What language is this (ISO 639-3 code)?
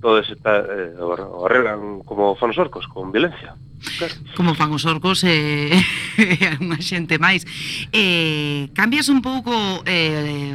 glg